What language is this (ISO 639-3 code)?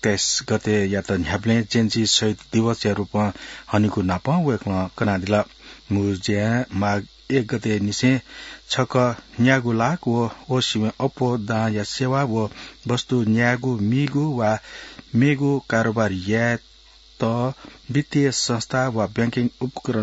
new